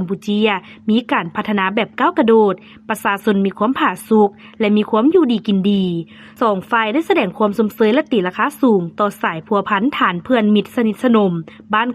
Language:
Lao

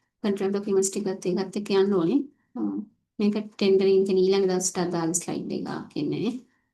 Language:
Sinhala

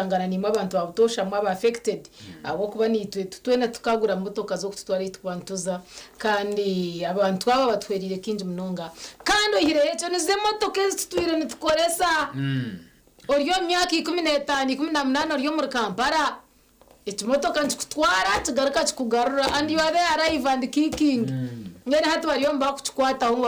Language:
Nyankole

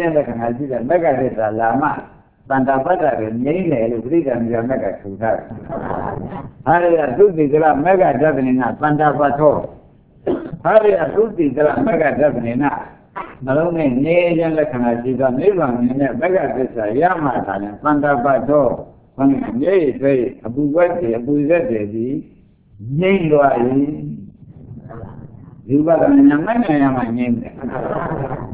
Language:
Burmese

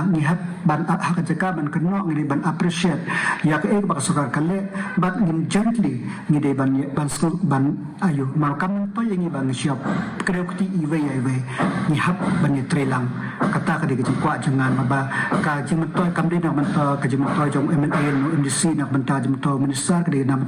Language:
Khasi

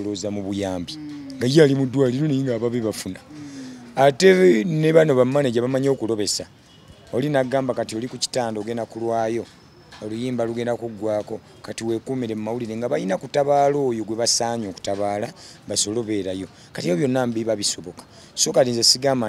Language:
Ganda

